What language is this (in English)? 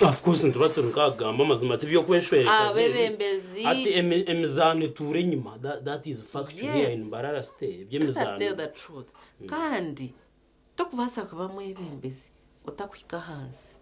Nyankole